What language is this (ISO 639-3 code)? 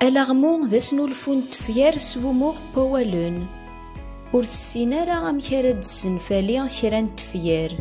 kab